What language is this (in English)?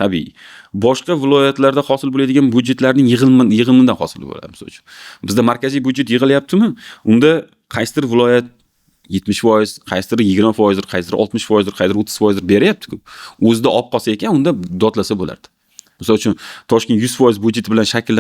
Uzbek